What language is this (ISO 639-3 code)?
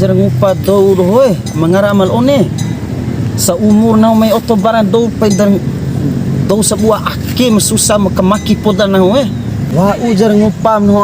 bhp